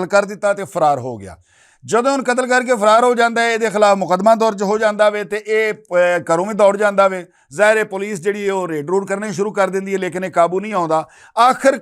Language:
Western Panjabi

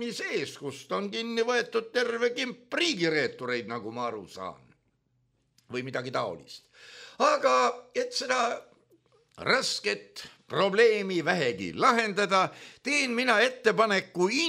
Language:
Estonian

